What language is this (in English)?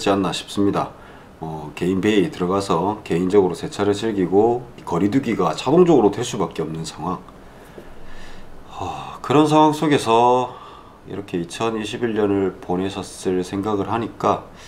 Korean